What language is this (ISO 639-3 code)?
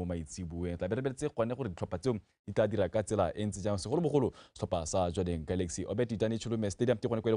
tsn